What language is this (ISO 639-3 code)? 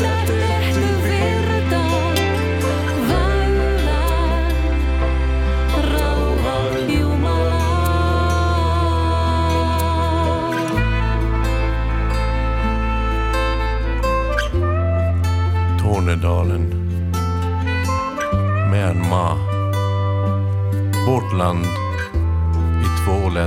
fin